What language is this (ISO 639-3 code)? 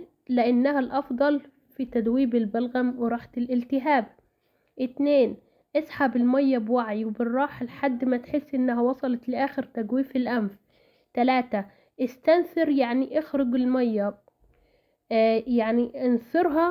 arz